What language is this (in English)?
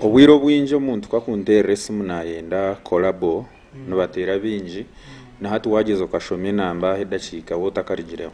Nyankole